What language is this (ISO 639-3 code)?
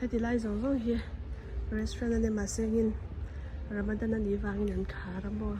lus